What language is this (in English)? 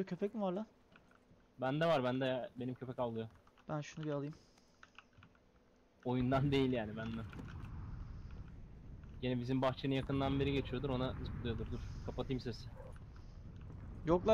Turkish